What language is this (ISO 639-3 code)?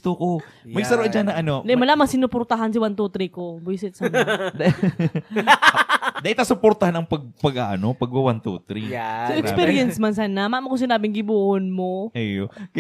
bik